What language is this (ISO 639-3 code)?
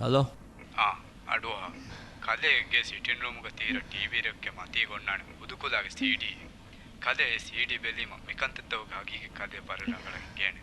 div